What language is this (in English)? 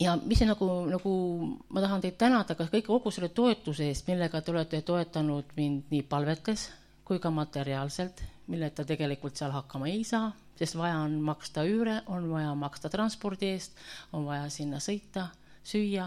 Estonian